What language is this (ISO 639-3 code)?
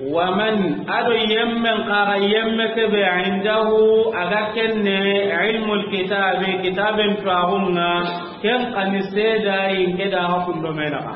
snk